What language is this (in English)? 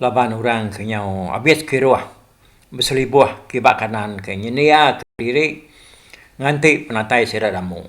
Iban